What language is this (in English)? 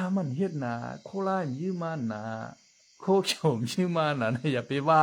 Shan